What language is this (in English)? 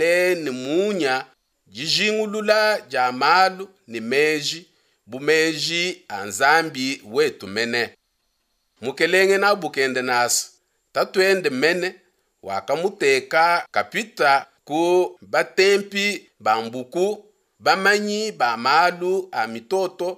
Luba-Lulua